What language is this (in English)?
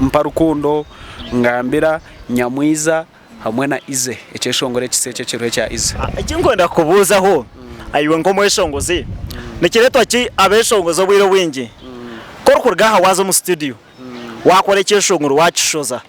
Nyankole